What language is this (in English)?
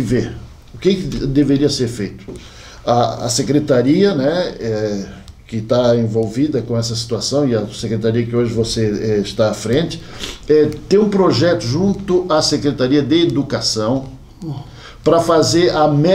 Portuguese